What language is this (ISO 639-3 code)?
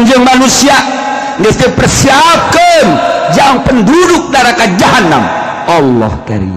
sun